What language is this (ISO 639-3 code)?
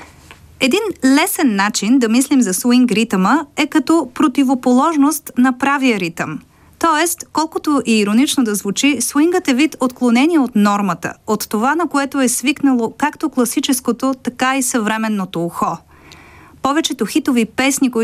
bul